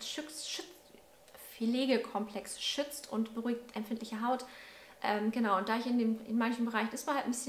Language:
German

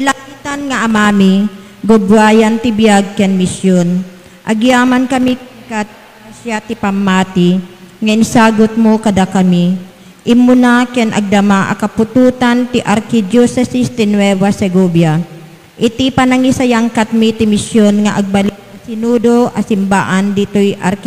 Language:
Iloko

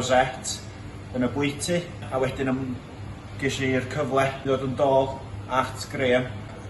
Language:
Welsh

